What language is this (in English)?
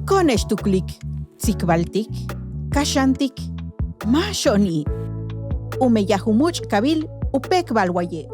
Yucateco